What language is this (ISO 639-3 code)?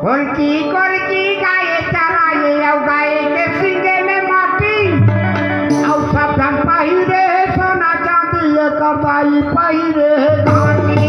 hne